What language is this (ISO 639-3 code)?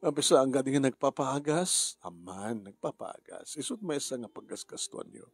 ilo